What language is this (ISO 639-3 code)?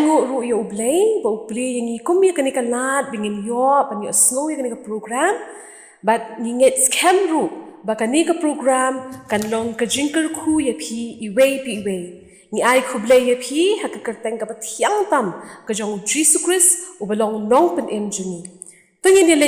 kha